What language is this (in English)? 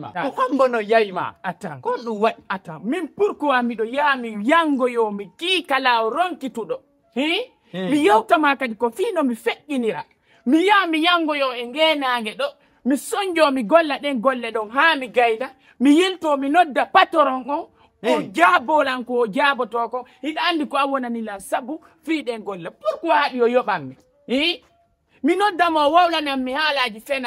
Fula